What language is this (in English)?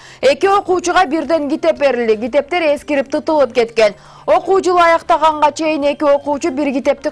Kyrgyz